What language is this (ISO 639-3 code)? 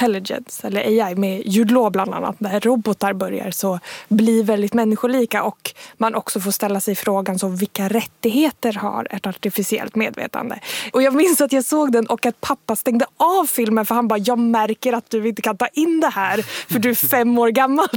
swe